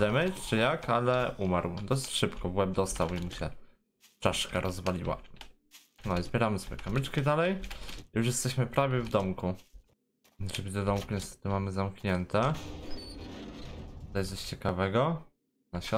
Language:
Polish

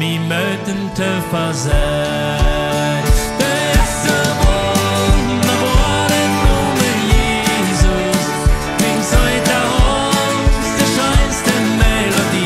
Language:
Plautdietsch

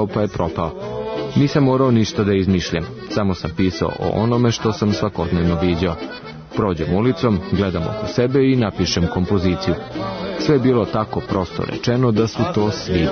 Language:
Serbian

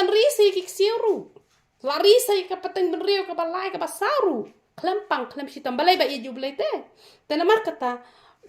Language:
Khasi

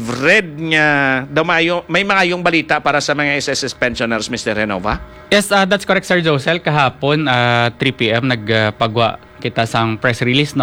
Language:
Hiligaynon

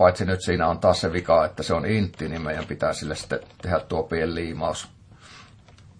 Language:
Finnish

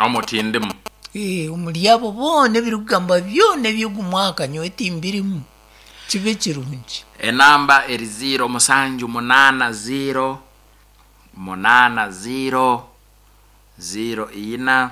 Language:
Nyankole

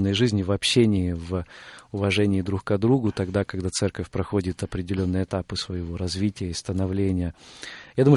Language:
Russian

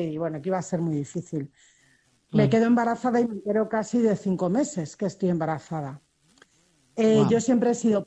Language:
Spanish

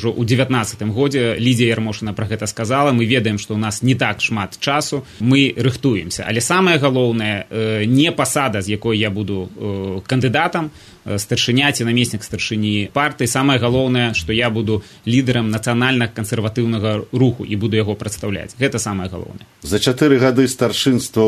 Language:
Belarusian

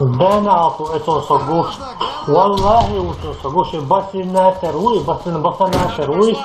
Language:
Chechen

